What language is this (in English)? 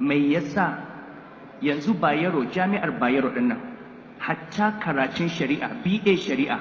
Hausa